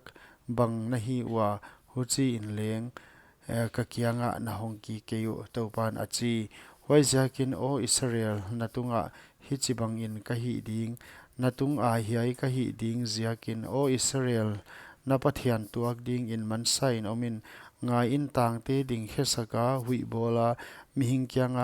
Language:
Paite Chin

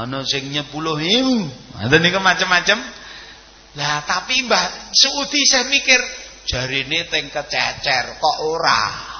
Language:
Javanese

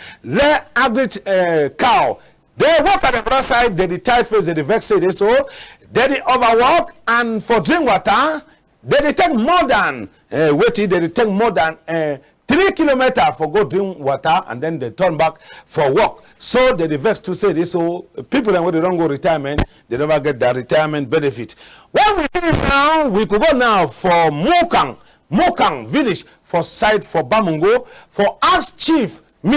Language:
Cameroon Pidgin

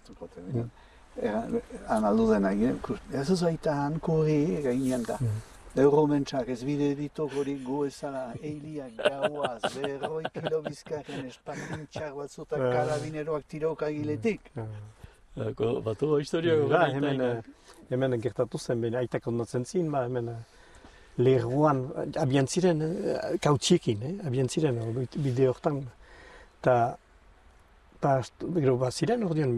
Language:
Basque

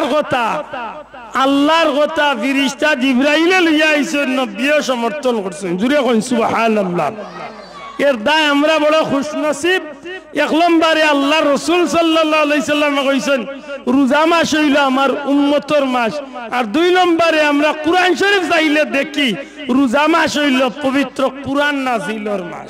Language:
Sylheti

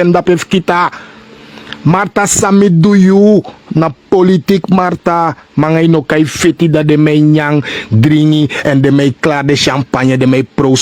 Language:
Sranan Tongo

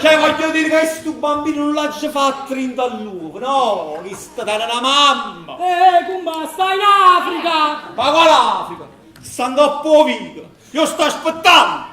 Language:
Neapolitan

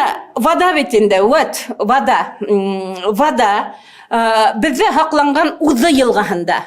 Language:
Bashkir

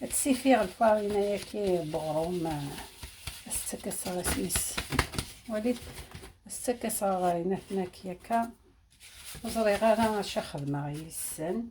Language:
Algerian Arabic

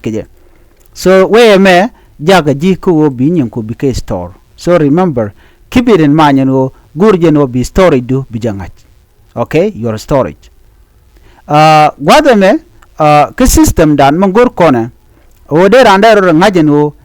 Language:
Nuer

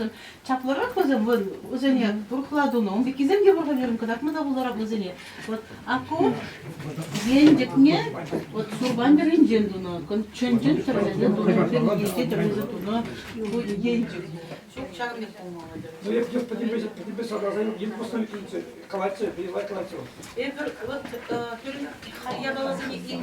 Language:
Chuvash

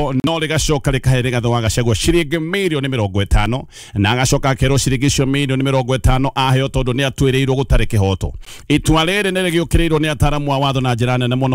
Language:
Kikuyu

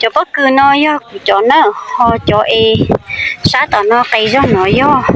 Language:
Hmong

